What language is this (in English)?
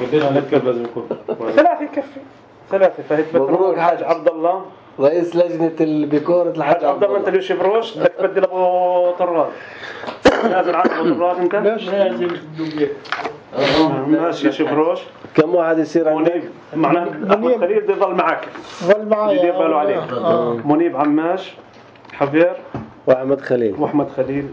North Levantine Arabic